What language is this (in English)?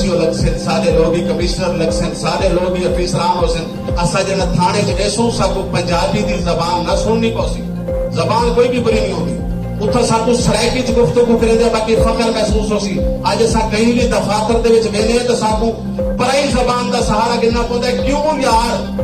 Saraiki